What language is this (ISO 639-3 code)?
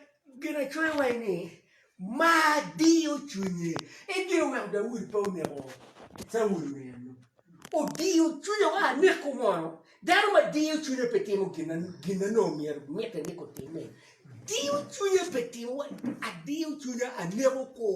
ach